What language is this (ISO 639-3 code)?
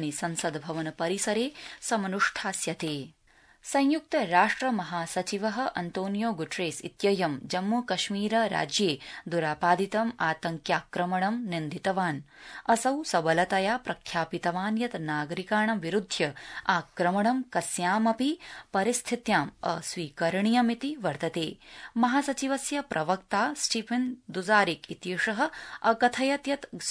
san